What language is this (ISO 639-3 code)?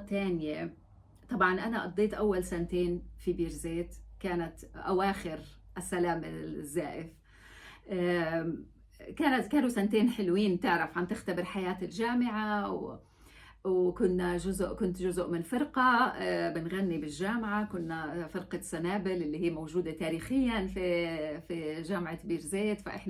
apc